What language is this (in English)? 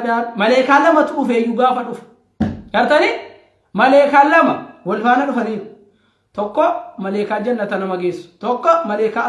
Oromo